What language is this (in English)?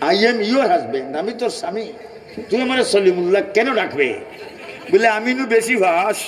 Sylheti